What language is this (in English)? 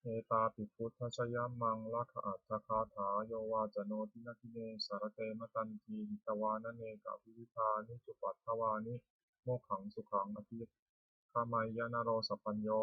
Pali